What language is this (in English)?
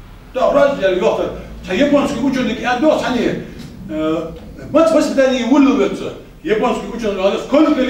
Ingush